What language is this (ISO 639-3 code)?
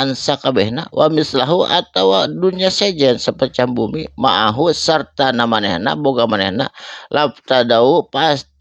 sun